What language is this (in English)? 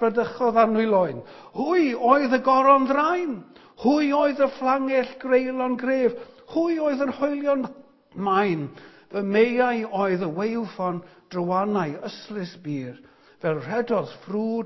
Welsh